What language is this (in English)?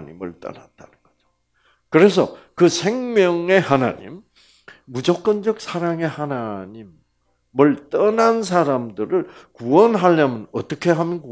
Korean